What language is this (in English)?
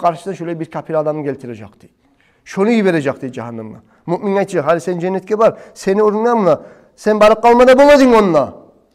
Kumyk